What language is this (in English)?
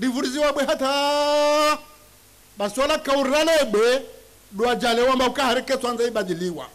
Ngazidja Comorian